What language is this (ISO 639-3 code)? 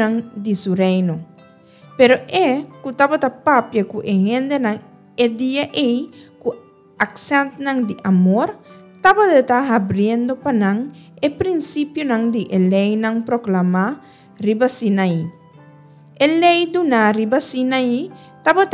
pap